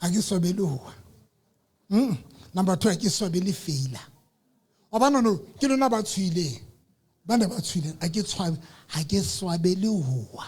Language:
Southern Sotho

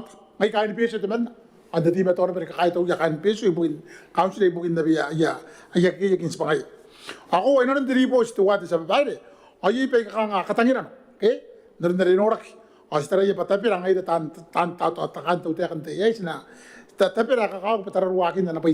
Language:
Gilbertese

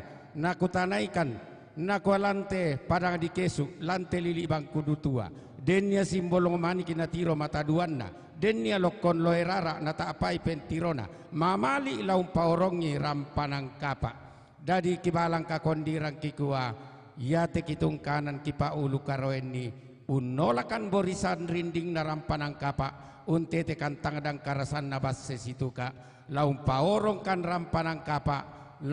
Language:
Toraja-Sa'dan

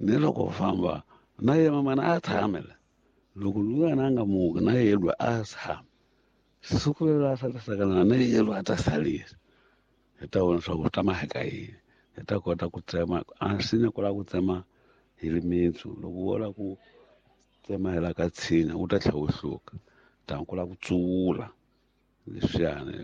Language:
Tsonga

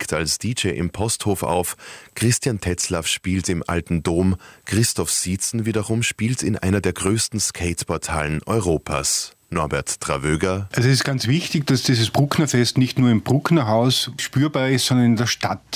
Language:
German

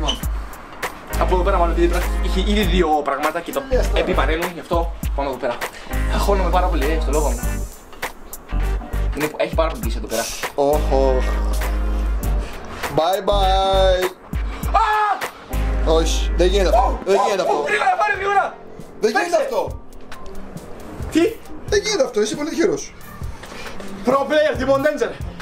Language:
Greek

